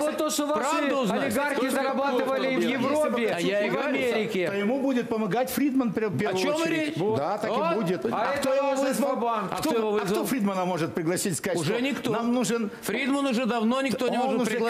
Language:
Russian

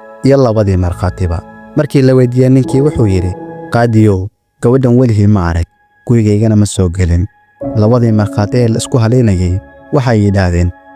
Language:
Somali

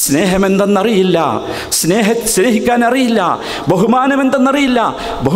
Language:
Malayalam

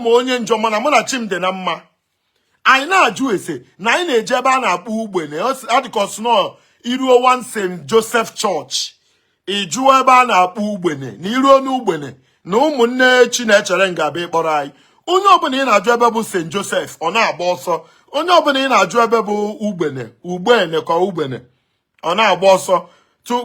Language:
Igbo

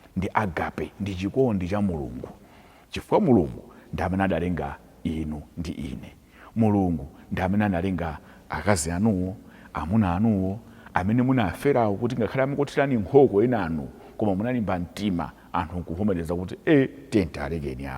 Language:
Nyanja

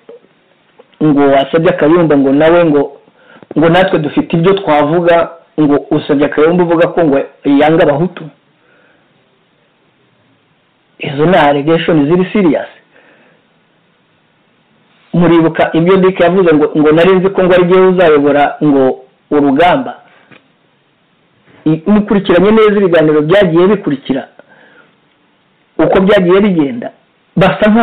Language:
Kinyarwanda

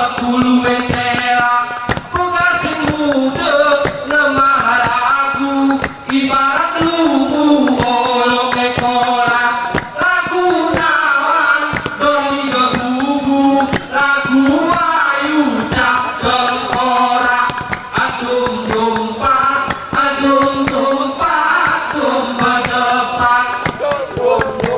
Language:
Gayo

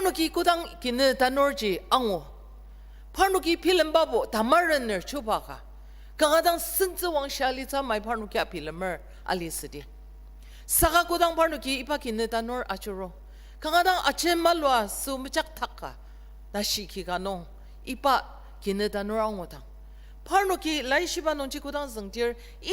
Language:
Ao Naga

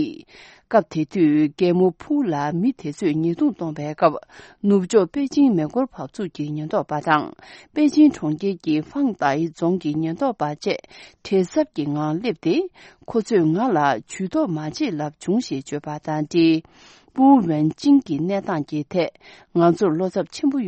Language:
Tibetan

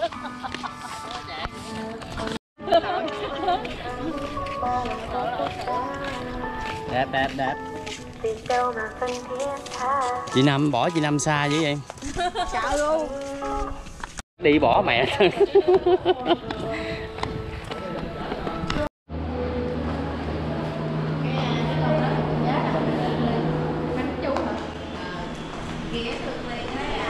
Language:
Vietnamese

